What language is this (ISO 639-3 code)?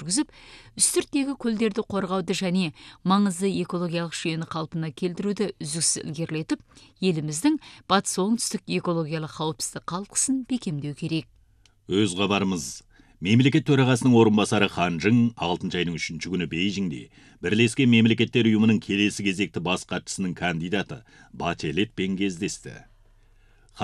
kaz